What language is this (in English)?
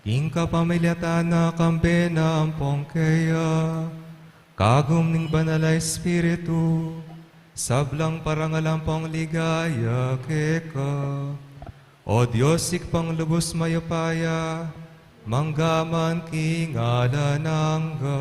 Pampanga